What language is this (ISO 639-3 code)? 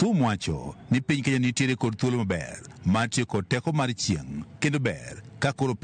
luo